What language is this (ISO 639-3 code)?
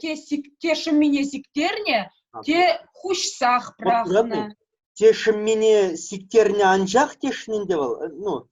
chv